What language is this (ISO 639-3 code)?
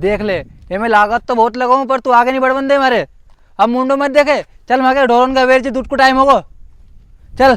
raj